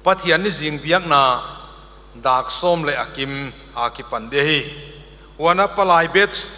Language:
Paite Chin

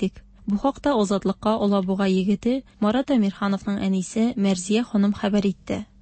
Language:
Tatar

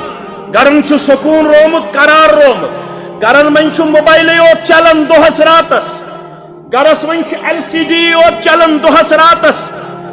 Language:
Kashmiri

